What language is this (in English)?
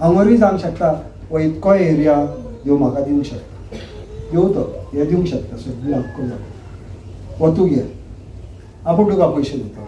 Konkani